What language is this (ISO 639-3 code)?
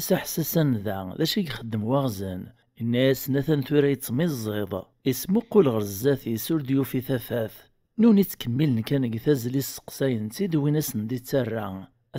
kab